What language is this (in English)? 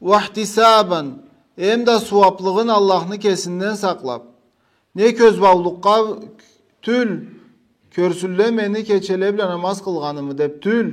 Karachay-Balkar